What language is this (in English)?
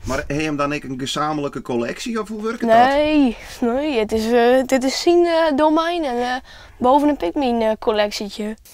Western Frisian